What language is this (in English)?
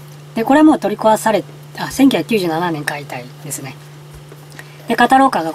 Japanese